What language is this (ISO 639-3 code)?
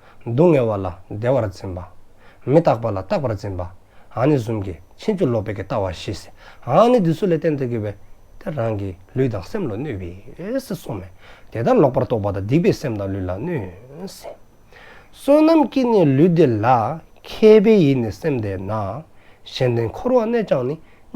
dzo